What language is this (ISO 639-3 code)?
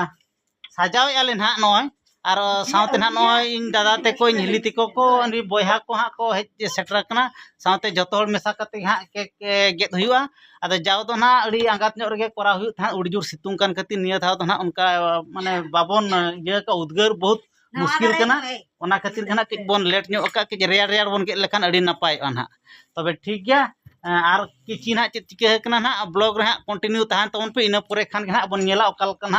sat